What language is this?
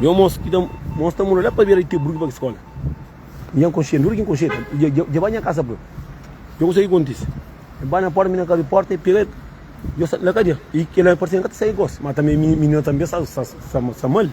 Kabuverdianu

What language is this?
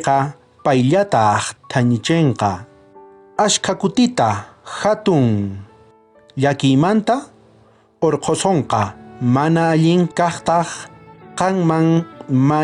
South Bolivian Quechua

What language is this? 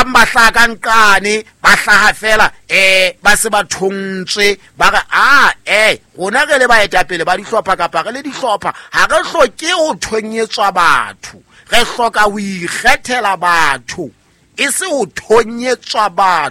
Southern Sotho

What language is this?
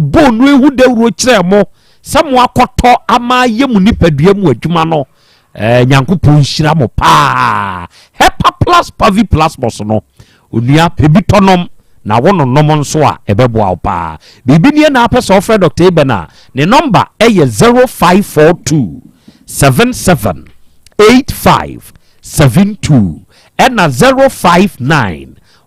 Akan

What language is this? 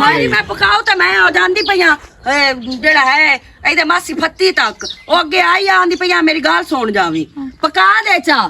Western Panjabi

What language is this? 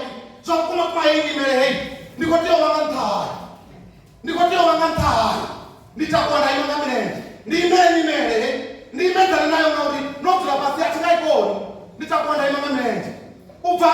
Venda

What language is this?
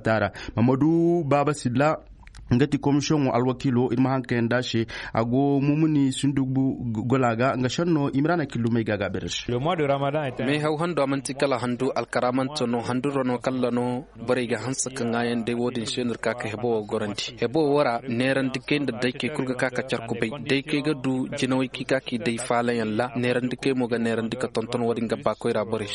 Zarma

